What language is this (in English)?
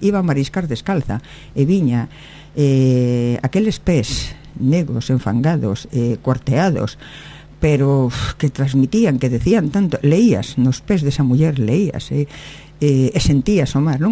Galician